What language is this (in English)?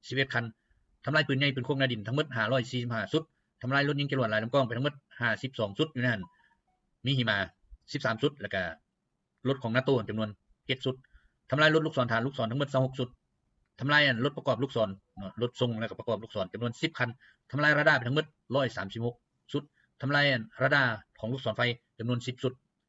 Lao